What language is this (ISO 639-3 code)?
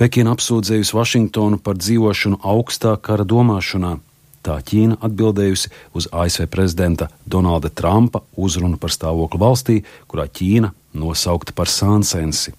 lav